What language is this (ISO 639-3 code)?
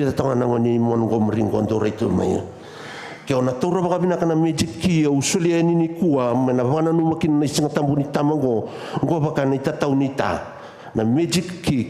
fij